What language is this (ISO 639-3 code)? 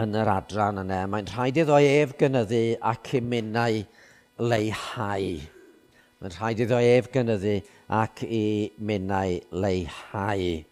cym